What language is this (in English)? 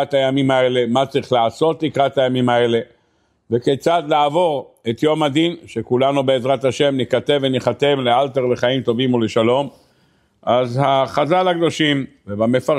Hebrew